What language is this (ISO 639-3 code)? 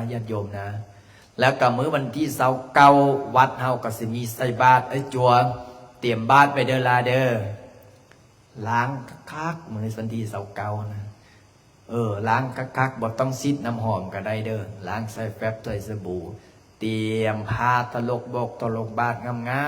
lao